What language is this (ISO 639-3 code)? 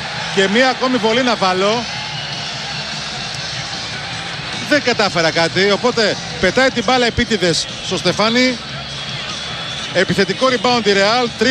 ell